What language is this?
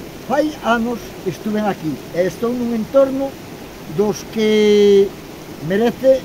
Galician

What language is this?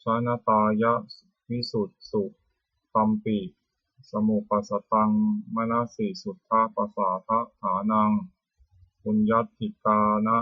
Pali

